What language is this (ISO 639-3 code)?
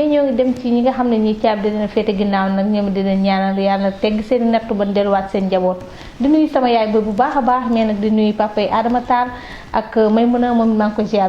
wol